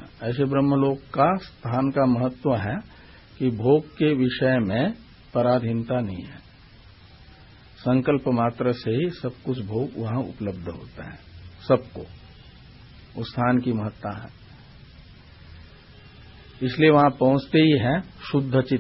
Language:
Hindi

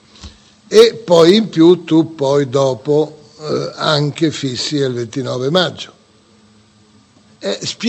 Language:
Italian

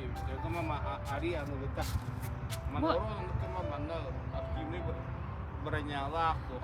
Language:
Yakut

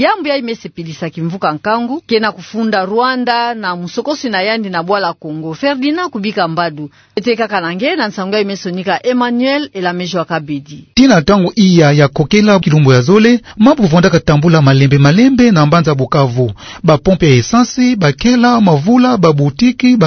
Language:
Kituba (Democratic Republic of Congo)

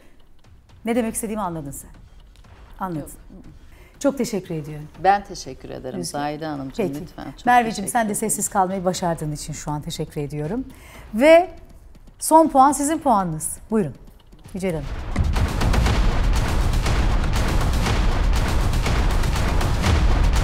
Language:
Turkish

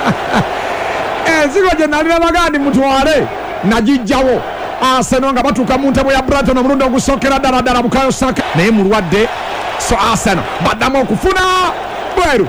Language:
Ganda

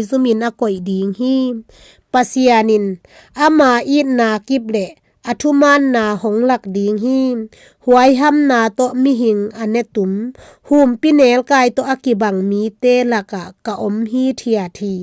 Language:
Tedim Chin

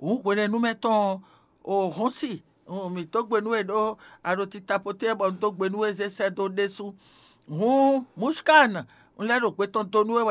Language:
Fon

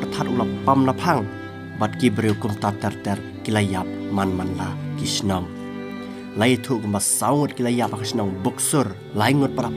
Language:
Khasi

